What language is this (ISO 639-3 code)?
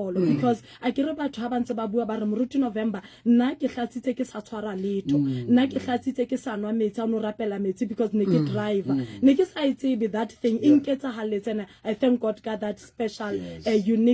sot